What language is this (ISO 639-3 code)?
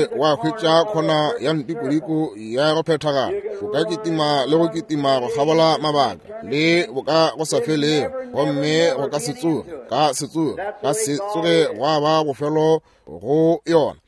nso